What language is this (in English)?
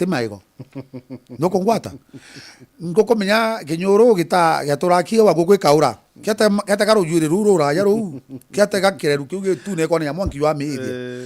Meru